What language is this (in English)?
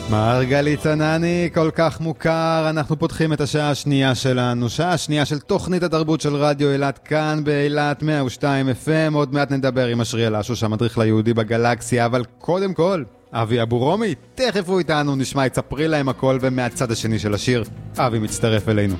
Hebrew